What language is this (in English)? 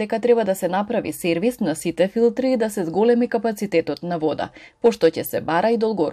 Macedonian